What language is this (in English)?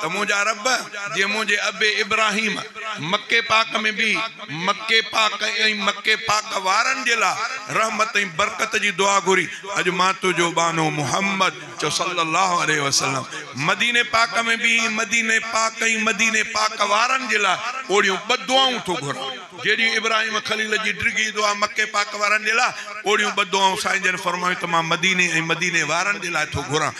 Sindhi